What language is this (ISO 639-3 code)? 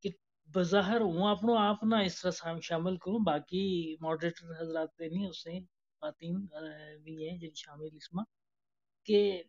gju